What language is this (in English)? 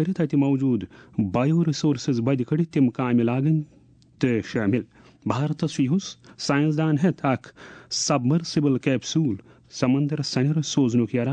Kashmiri